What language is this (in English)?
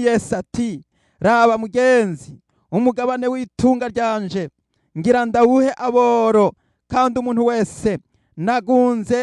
Rundi